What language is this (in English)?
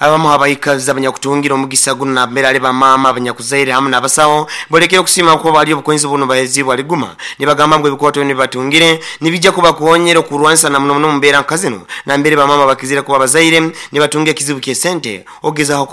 Nyoro